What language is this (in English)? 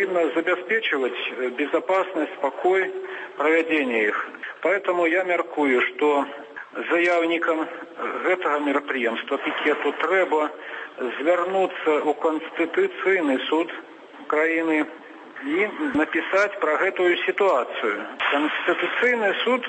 Belarusian